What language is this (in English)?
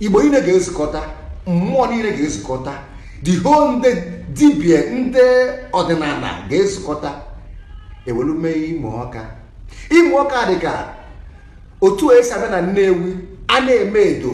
Igbo